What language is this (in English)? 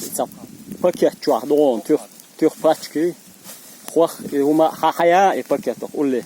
Chechen